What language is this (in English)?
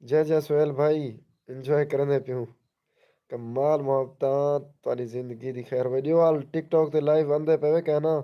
Saraiki